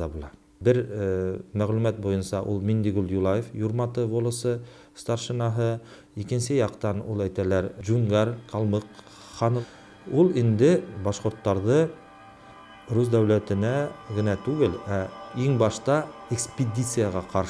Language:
Bashkir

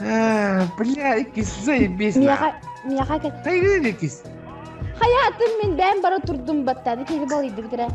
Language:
Yakut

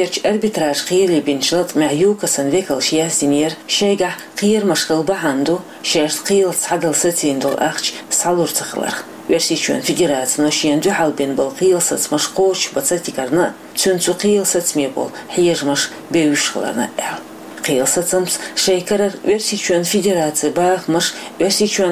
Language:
Chechen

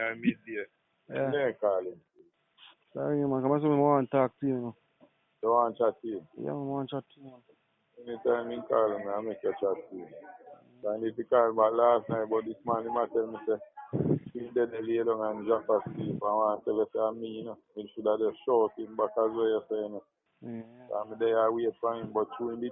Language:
Jamaican Creole English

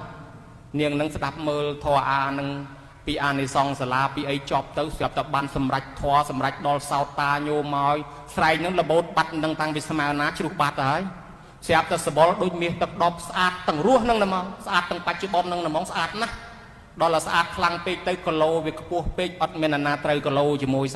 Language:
Khmer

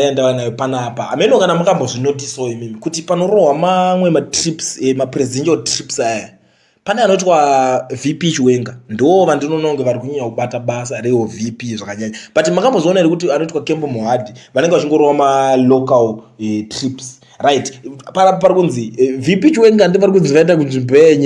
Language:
Shona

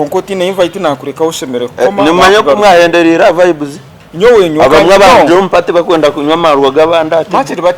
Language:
Nyankole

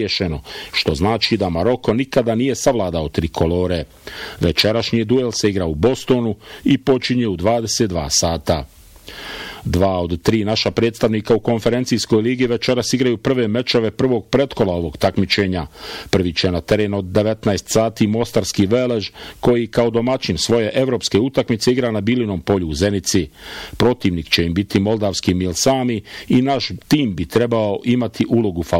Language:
Bosnian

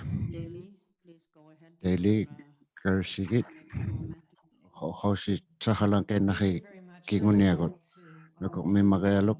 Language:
Inuktitut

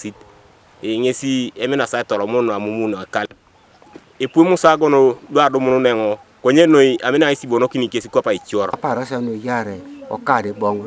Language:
Teso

